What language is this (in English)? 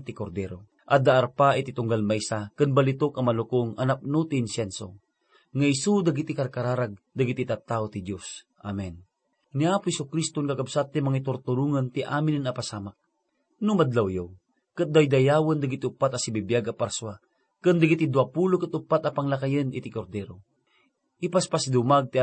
Iloko